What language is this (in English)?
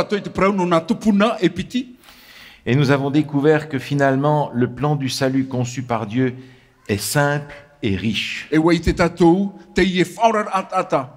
Tahitian